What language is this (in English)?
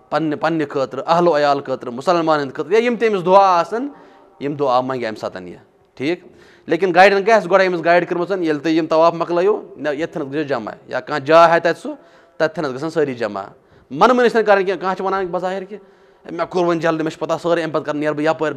Kashmiri